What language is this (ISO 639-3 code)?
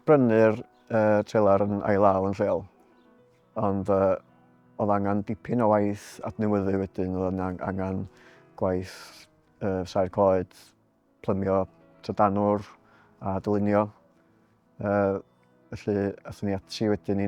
cym